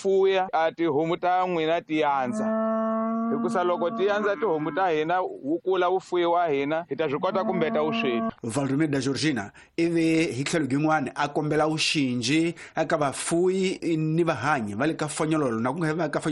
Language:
Tsonga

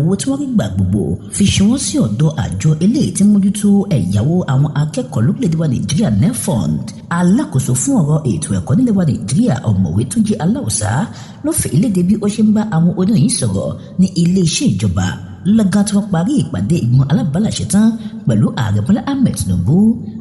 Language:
Yoruba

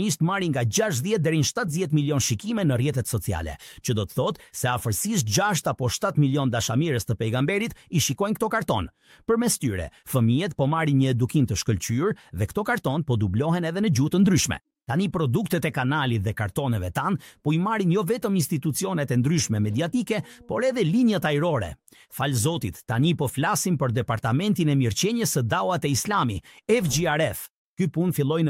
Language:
Albanian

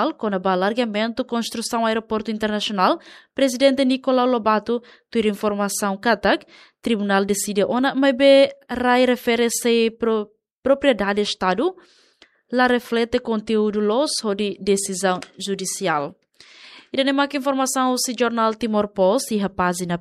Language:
Tetum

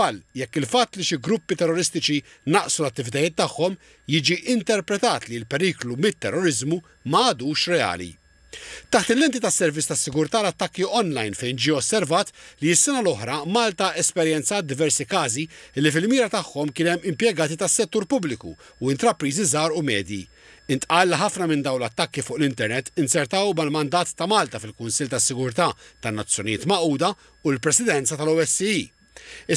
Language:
Maltese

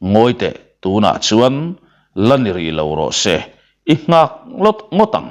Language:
Mizo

